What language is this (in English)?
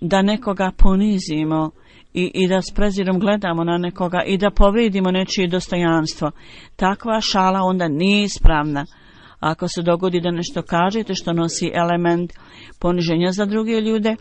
Bosnian